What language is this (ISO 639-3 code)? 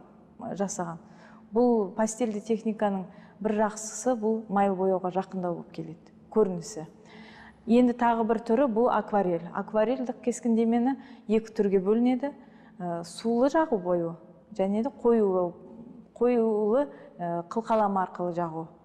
kaz